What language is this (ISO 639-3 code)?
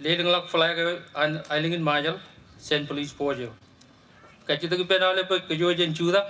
mah